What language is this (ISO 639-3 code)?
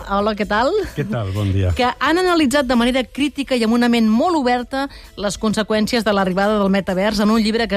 cat